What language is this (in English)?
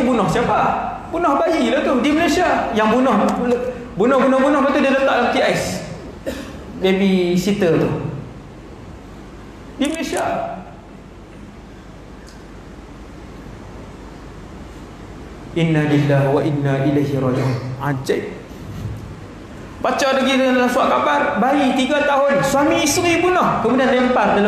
Malay